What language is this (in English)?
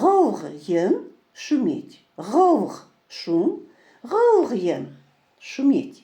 Chechen